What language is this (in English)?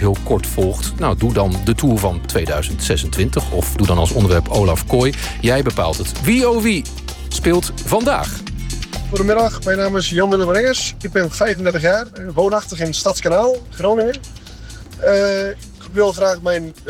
Dutch